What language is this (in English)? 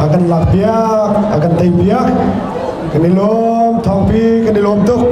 Hakha Chin